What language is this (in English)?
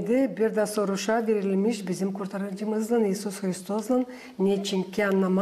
Gagauz